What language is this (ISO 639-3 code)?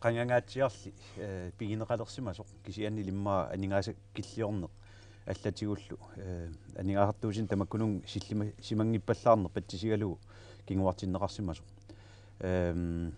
kal